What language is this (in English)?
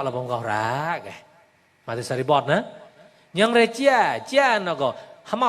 Mon